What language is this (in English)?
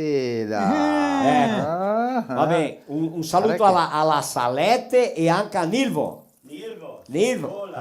Venetian